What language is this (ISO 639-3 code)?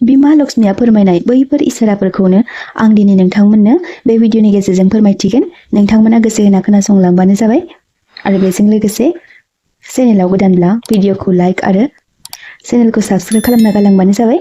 brx